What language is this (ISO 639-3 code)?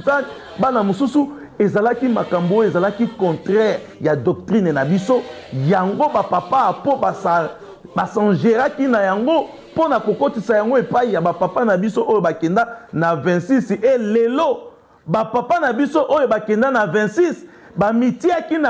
lin